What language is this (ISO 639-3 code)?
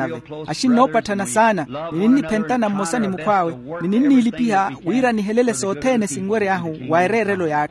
vmw